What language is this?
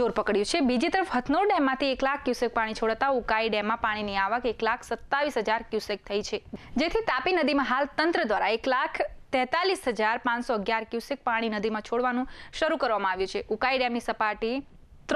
Gujarati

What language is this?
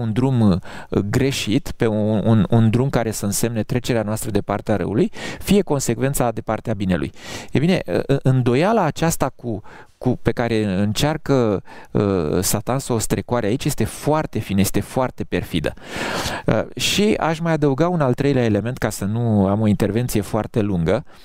Romanian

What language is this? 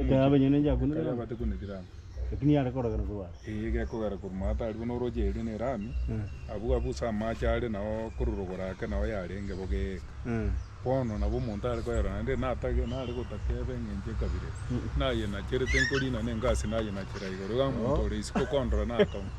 Gusii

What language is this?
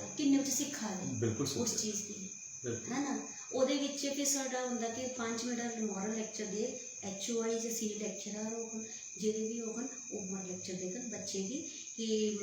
Dogri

